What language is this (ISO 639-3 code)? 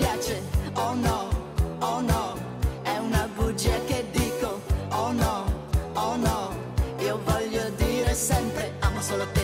ita